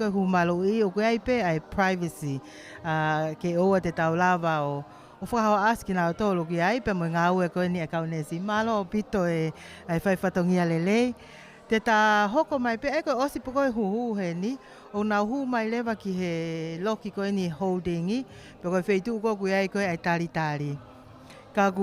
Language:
Tongan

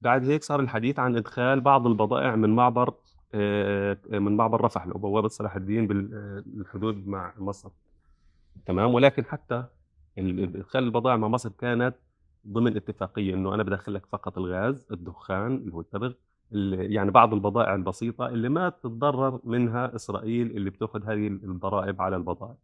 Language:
North Levantine Arabic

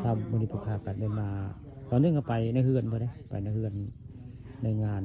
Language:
Northeastern Thai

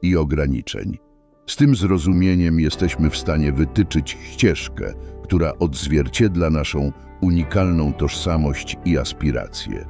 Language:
Polish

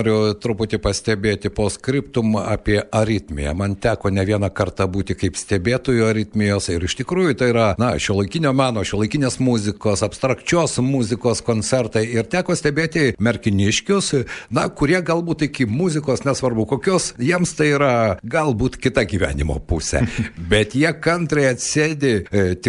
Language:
Lithuanian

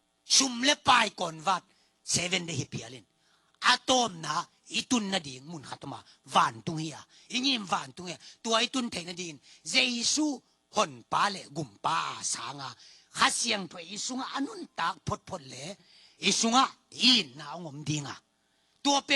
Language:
Tedim Chin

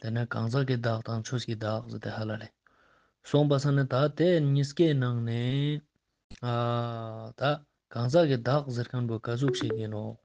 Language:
Ladakhi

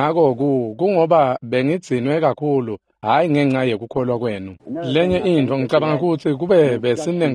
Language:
Swati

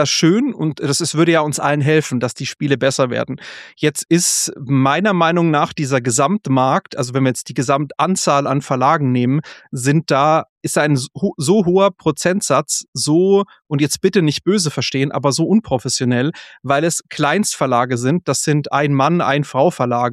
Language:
German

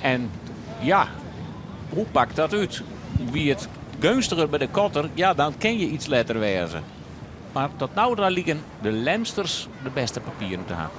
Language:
Western Frisian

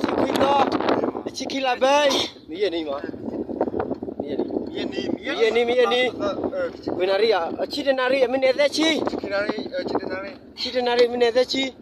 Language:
S'gaw Karen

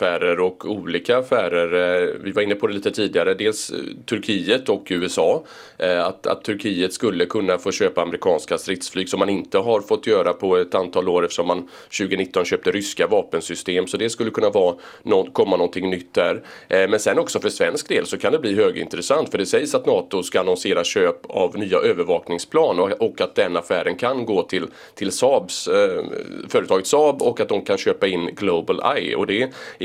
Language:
Swedish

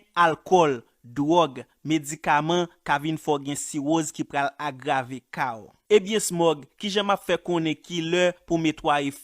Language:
Haitian Creole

